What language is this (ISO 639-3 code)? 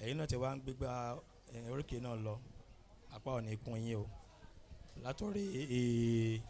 yor